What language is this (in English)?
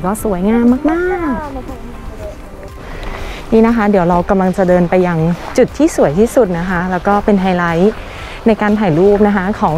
Thai